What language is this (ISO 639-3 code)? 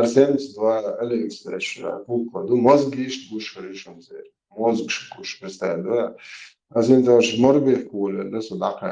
che